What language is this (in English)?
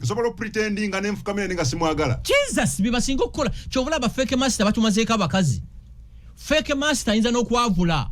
Ganda